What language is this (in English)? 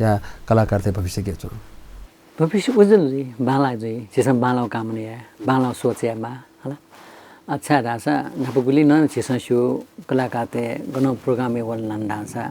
Newari